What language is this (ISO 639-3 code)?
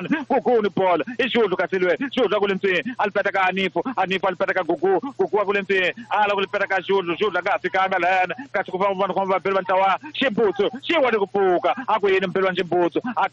tso